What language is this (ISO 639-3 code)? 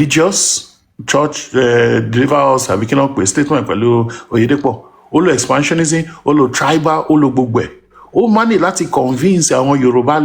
yor